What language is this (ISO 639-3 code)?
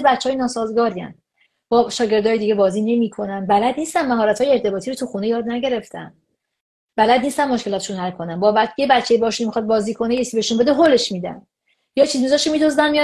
fas